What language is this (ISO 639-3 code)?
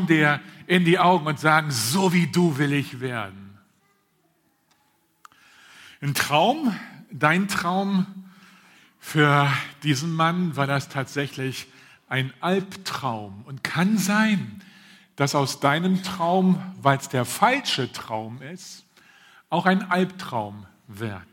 deu